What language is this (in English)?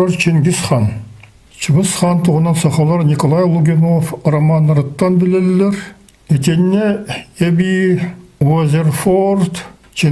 Yakut